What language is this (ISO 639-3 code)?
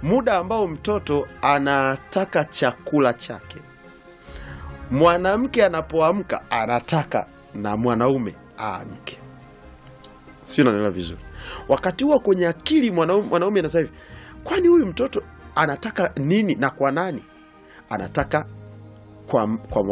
swa